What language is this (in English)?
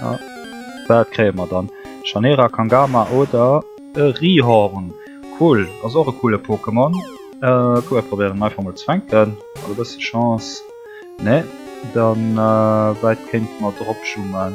Luxembourgish